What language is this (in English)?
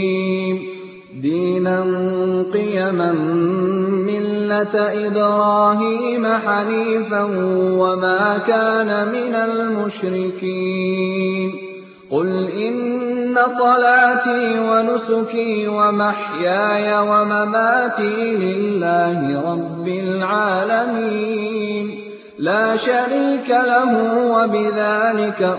Arabic